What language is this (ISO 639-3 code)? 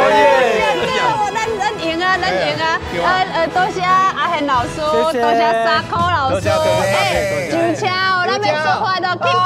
nan